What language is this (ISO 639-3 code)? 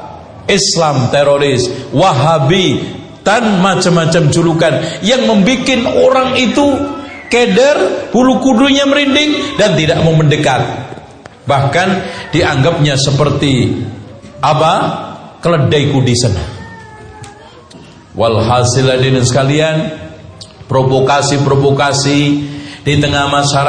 ind